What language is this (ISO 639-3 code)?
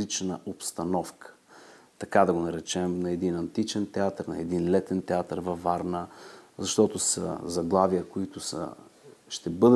bul